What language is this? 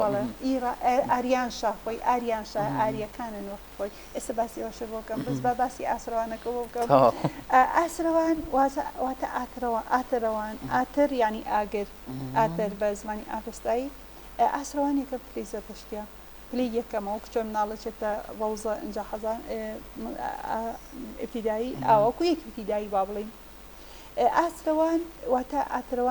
Central Kurdish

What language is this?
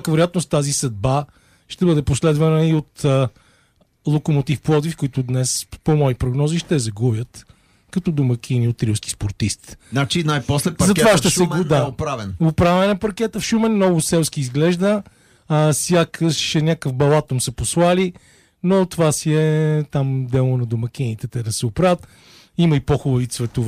Bulgarian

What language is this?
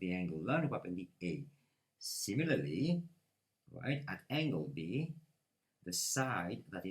Morisyen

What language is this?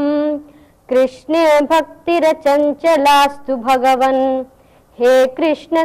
Sanskrit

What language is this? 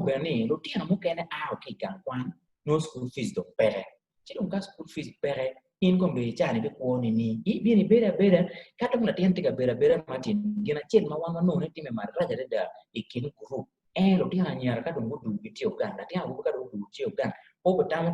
Acoli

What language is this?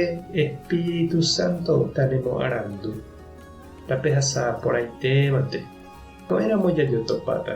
Guarani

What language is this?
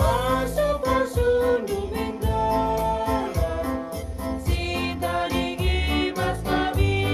Batak Karo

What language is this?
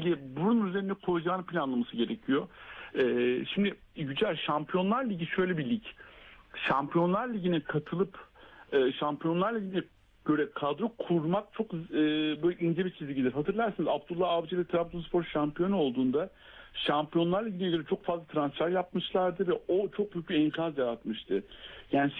Turkish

